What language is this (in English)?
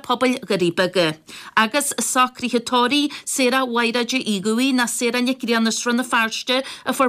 Irish